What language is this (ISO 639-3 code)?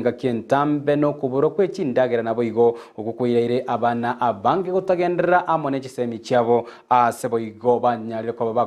guz